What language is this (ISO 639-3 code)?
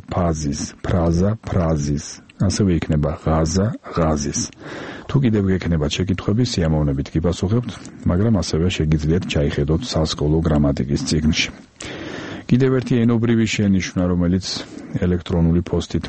kat